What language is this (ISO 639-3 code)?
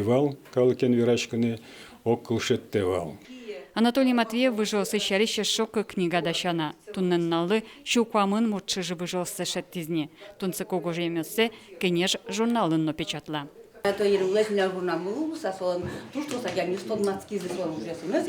udm